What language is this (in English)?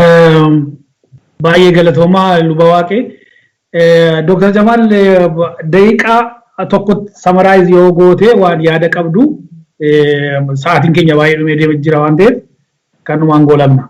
Oromo